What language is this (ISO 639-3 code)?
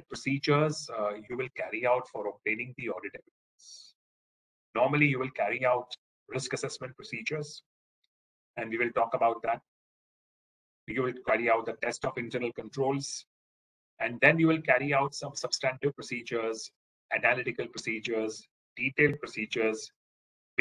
eng